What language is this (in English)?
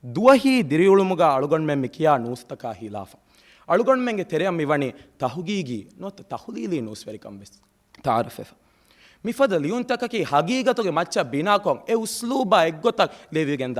Divehi